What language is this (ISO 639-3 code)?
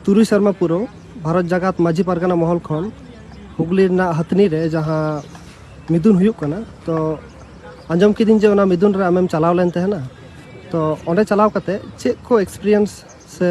sat